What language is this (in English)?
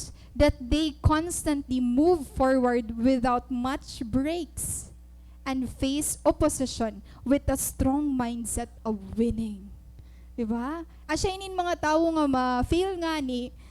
Waray